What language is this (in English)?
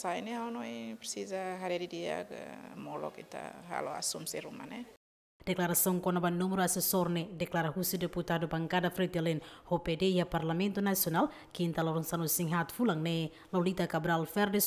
Tetum